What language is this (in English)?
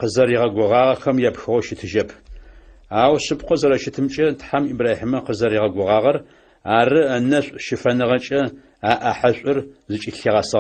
Adyghe